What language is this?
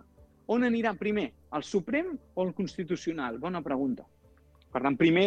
Catalan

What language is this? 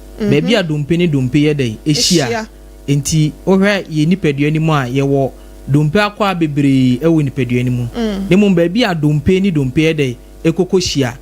Akan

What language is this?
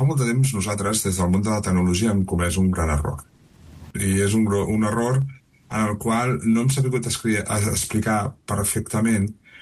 Catalan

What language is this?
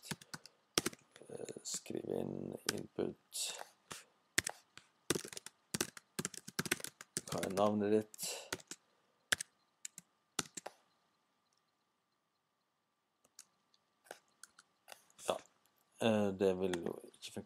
Norwegian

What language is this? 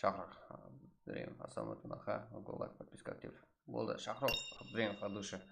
Kara-Kalpak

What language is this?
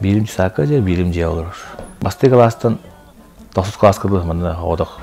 Yakut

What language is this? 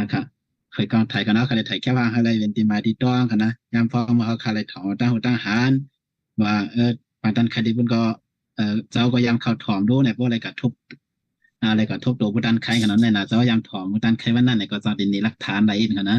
Shan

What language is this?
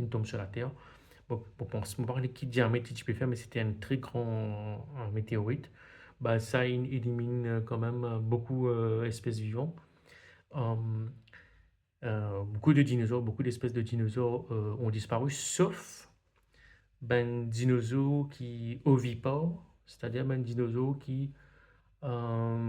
Morisyen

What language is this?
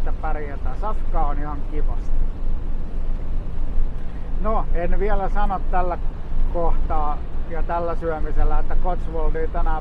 Finnish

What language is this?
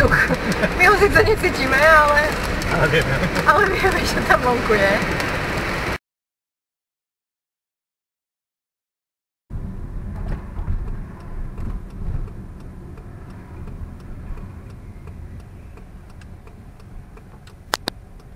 Slovak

